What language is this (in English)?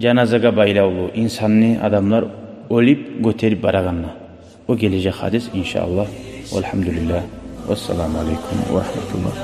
Kumyk